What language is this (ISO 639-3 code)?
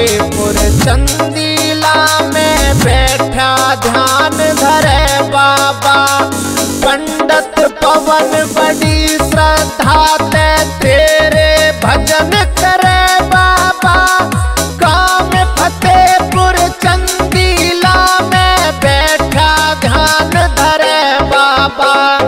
bgc